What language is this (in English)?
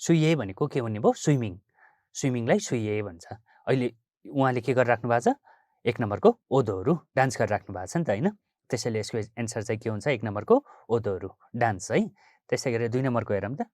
Nepali